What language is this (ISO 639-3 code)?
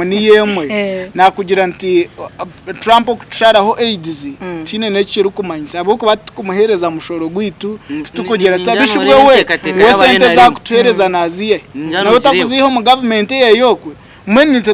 nyn